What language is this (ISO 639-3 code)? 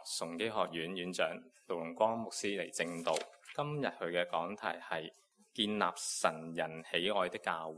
yue